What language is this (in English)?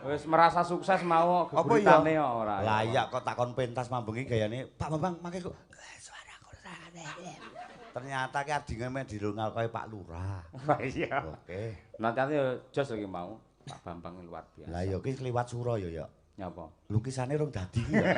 Javanese